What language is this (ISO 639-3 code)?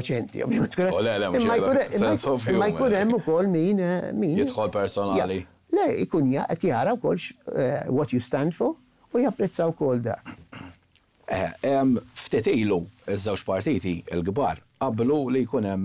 mlt